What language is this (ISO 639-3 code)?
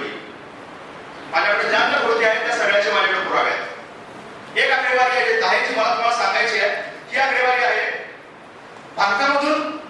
mar